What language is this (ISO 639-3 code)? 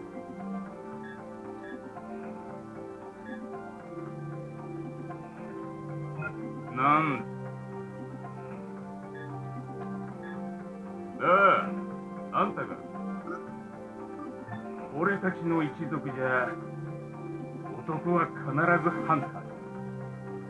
jpn